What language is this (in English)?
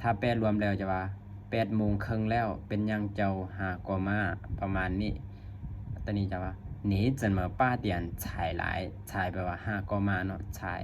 Lao